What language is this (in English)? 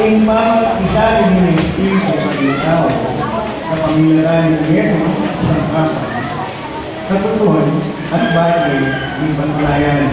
Pampanga